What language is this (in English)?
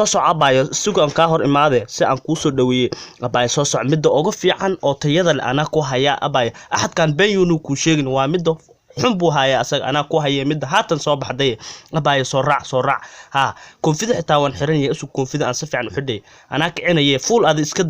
Somali